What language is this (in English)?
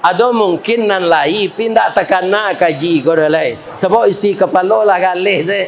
Minangkabau